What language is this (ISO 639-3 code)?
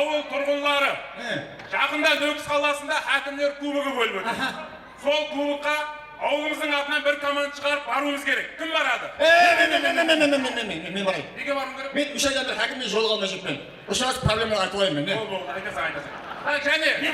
kaa